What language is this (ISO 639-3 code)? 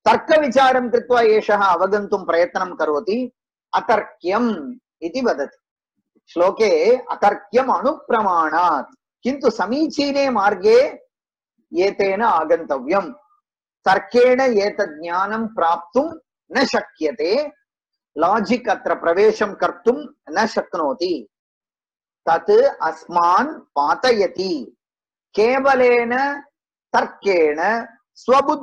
san